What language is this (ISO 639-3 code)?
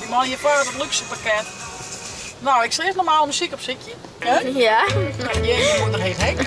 fry